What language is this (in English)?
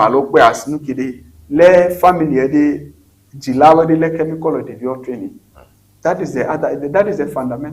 Ewe